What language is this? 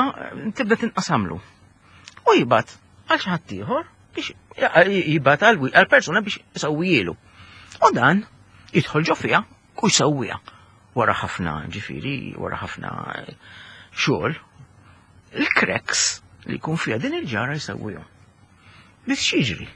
Maltese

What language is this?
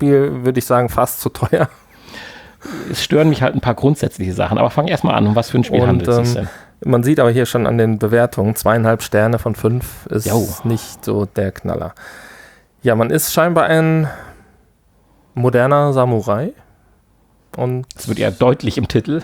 German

